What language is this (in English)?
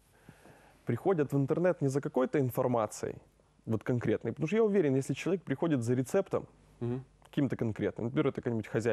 Russian